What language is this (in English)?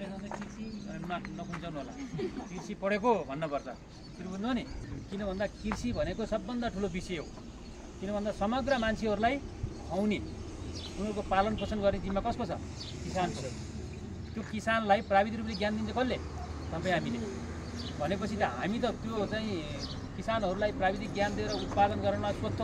Nepali